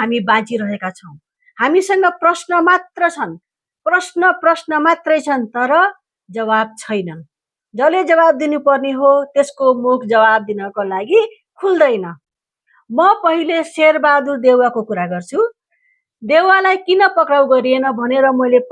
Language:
Nepali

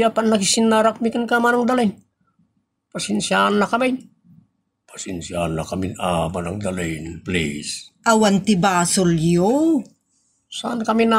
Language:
Iloko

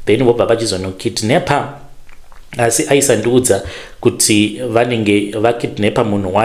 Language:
Shona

